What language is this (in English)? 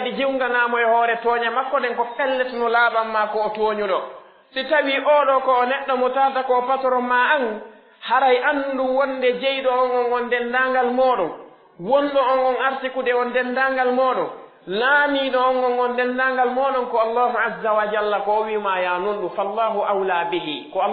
Pular